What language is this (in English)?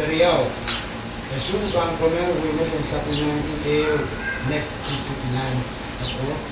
Pohnpeian